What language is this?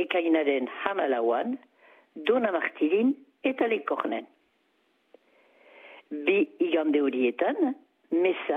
Basque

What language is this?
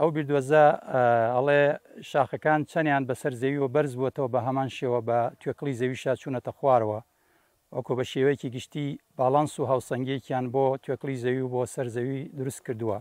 Central Kurdish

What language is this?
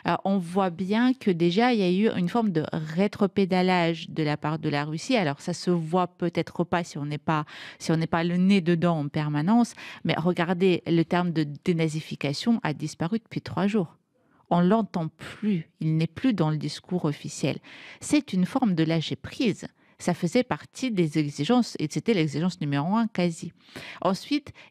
French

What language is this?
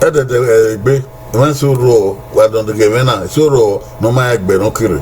Bini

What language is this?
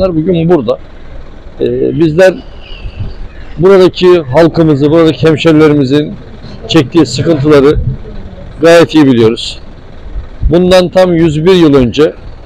Turkish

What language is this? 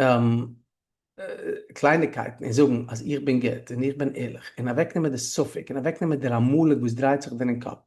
Yiddish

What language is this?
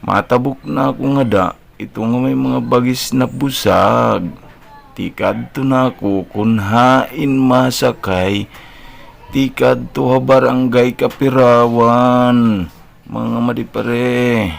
Waray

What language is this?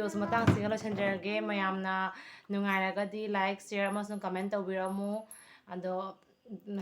Manipuri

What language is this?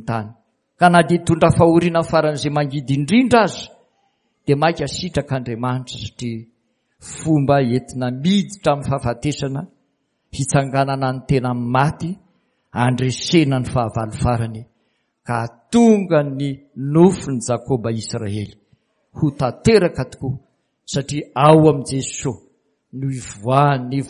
Malagasy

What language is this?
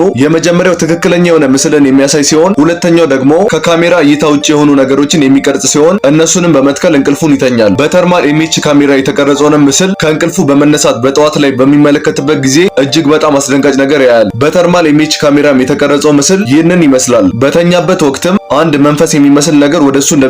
Amharic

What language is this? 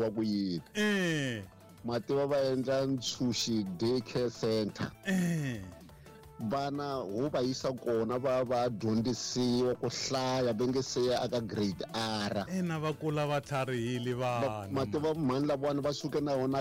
Tsonga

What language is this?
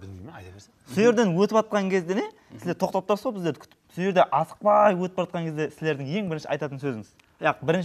Kara-Kalpak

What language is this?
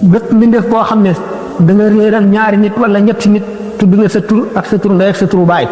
Wolof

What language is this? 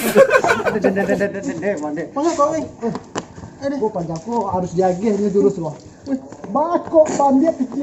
Minangkabau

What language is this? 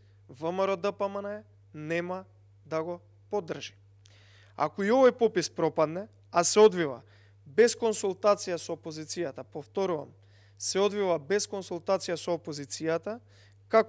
Macedonian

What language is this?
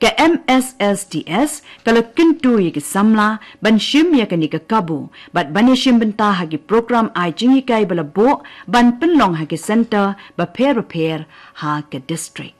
Khasi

